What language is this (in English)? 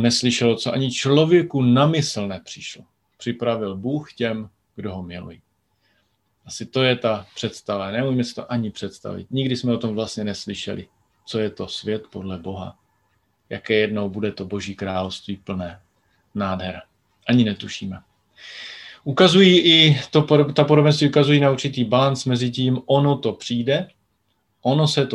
Czech